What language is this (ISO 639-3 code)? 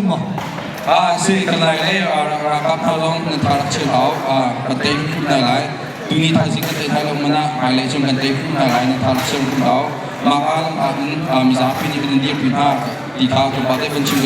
cnh